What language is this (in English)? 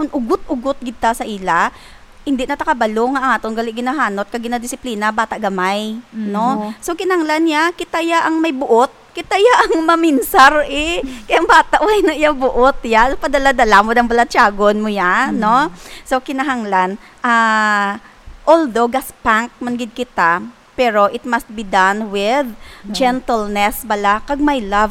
Hiligaynon